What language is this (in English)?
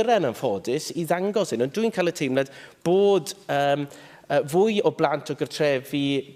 Welsh